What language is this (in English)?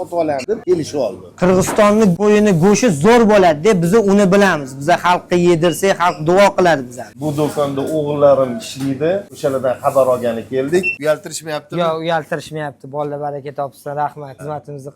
Uzbek